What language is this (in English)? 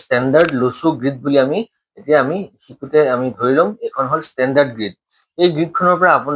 Assamese